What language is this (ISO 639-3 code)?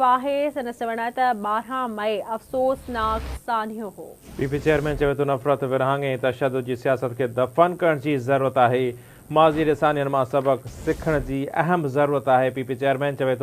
snd